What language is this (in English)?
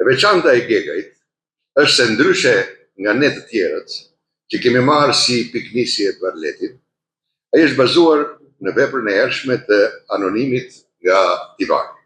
Albanian